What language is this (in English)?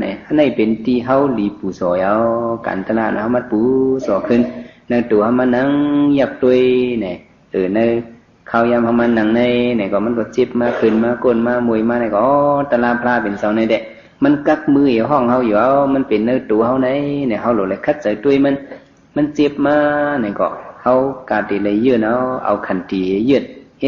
Shan